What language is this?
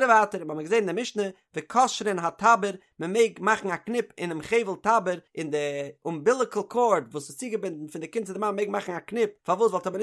Yiddish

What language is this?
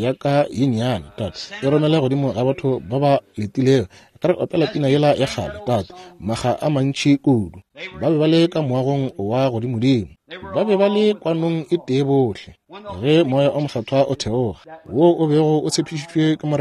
Northern Sotho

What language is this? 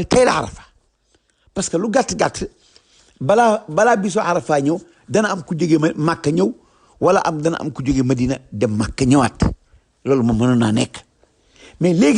Wolof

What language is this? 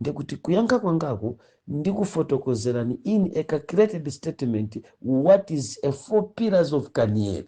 Nyanja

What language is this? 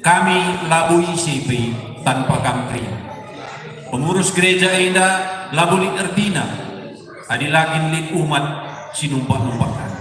Batak Karo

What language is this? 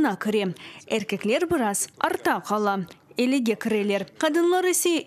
Crimean Tatar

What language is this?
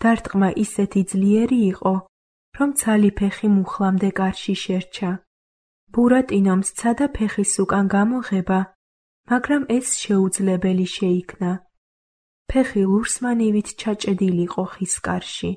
Georgian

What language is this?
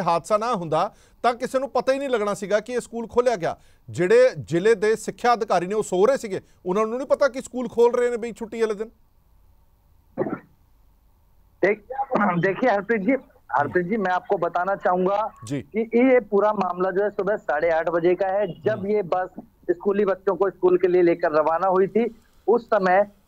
Punjabi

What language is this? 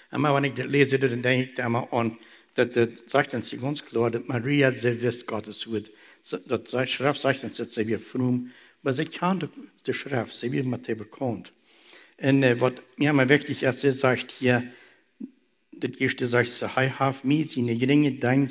German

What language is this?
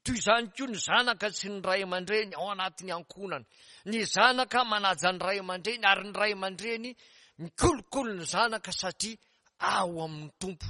Malagasy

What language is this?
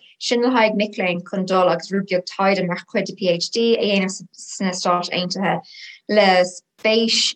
Irish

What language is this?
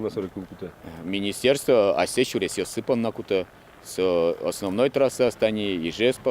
Udmurt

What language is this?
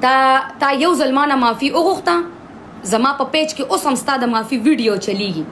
Pashto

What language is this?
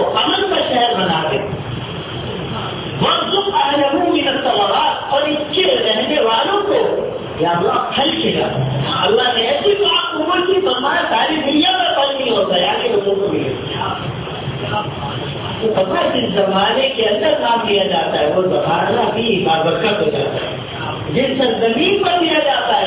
Urdu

